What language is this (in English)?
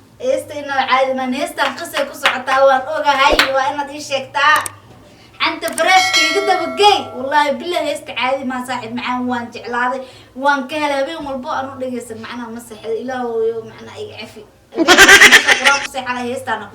Somali